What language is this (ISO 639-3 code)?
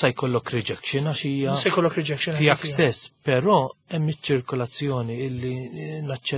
mlt